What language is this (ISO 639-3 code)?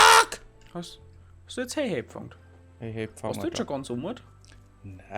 bar